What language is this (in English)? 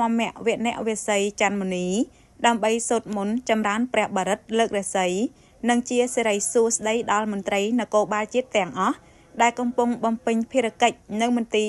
Khmer